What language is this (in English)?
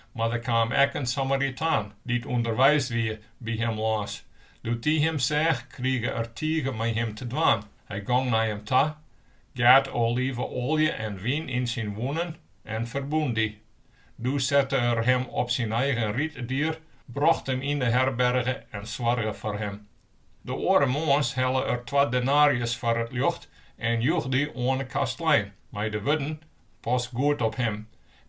Western Frisian